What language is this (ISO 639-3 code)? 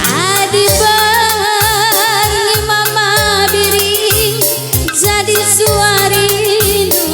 btx